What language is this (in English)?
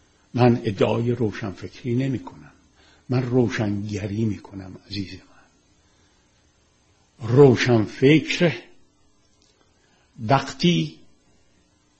Persian